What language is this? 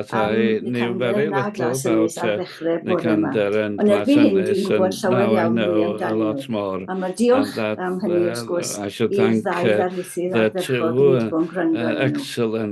Welsh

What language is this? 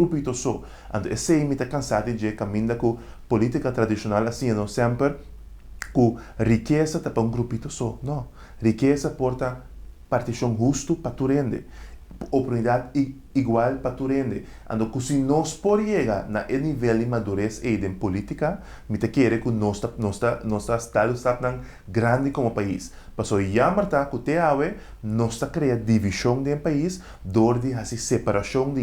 Papiamento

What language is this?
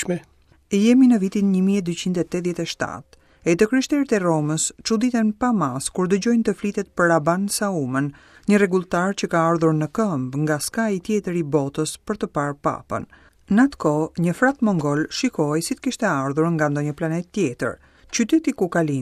Albanian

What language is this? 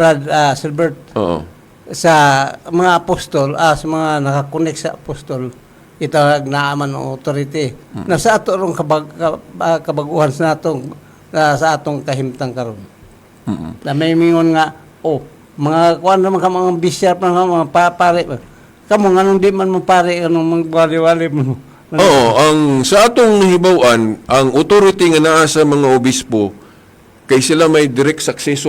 Cebuano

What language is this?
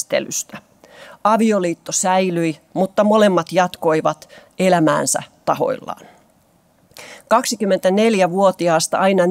Finnish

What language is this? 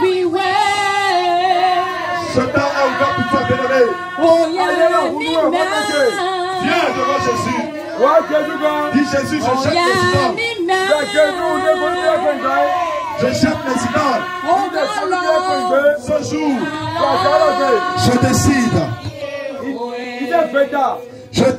French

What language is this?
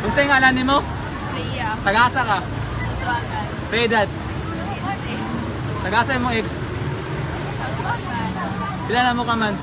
Cebuano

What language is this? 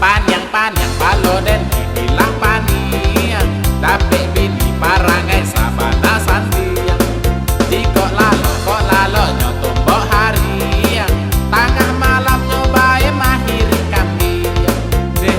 Minangkabau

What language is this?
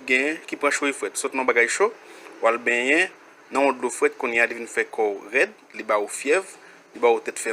Haitian Creole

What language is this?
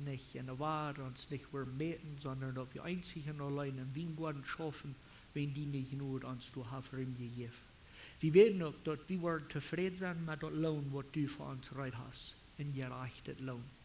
Plautdietsch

